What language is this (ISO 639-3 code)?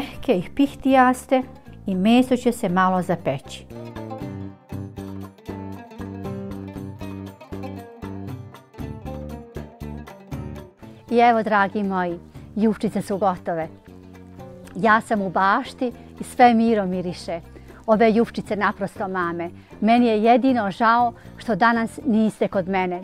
bos